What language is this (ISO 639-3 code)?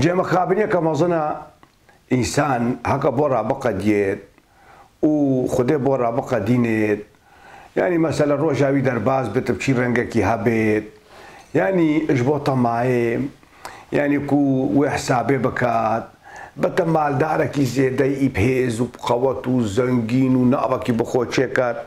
kur